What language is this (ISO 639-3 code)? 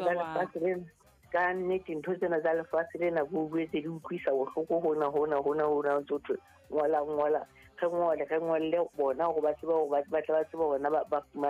sot